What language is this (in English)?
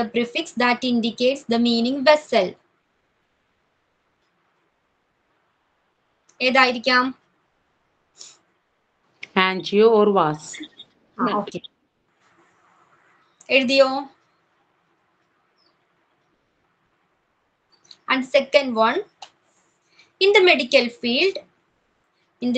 Malayalam